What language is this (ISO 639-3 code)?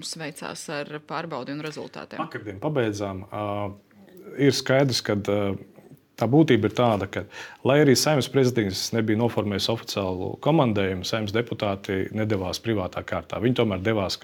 lav